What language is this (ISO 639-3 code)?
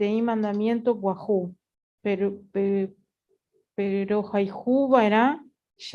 grn